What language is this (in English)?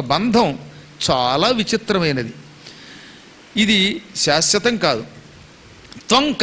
Telugu